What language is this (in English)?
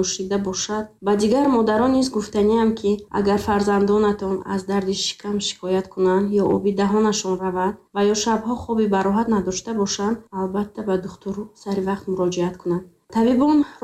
Tajik